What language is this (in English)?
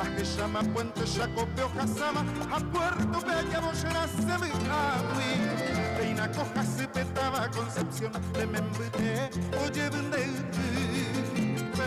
Guarani